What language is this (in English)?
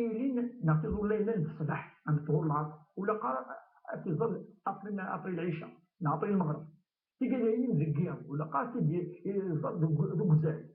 Kabyle